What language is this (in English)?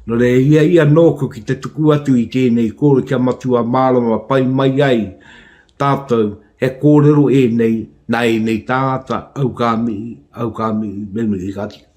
Māori